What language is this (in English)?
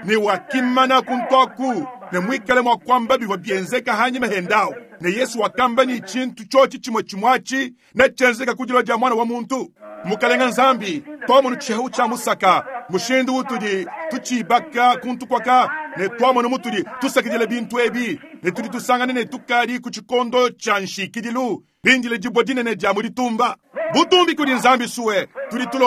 Luba-Lulua